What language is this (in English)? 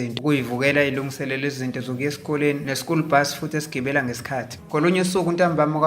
Zulu